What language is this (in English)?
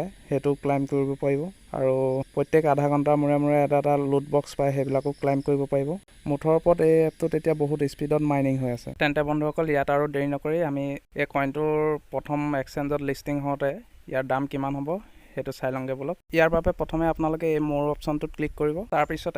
Assamese